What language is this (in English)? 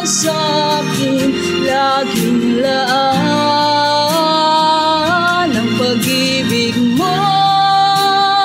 Filipino